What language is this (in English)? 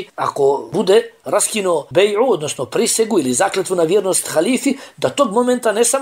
Bosnian